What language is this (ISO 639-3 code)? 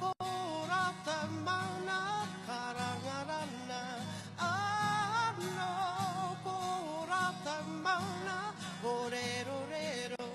mri